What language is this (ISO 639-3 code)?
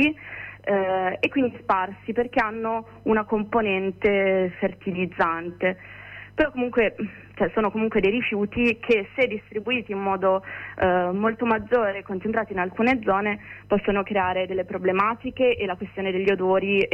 ita